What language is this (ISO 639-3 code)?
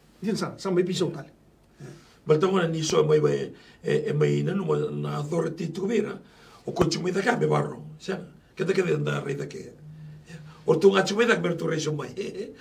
glg